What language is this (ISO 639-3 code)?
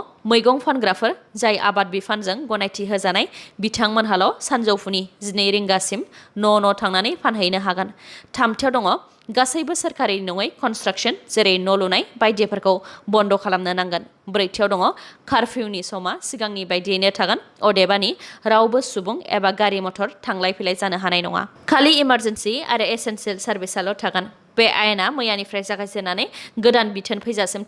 brx